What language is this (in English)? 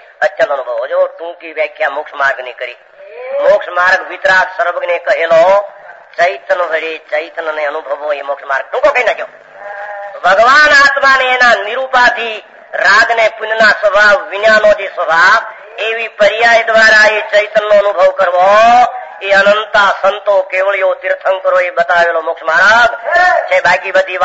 Gujarati